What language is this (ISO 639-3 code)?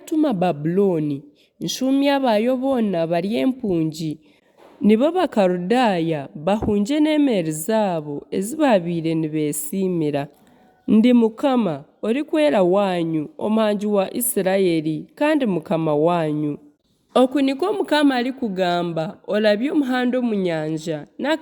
nyn